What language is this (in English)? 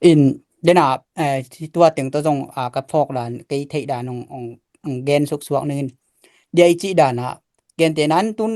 Tedim Chin